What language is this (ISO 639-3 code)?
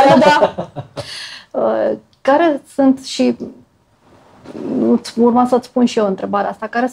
ron